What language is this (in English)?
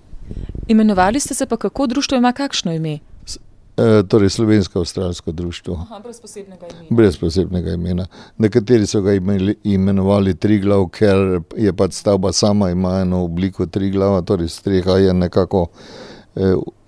Slovenian